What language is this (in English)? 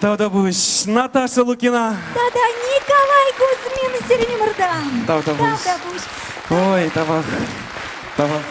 Chuvash